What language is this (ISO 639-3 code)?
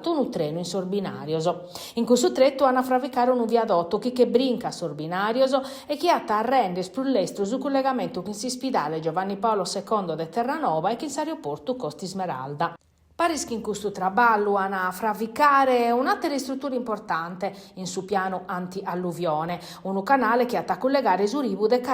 srd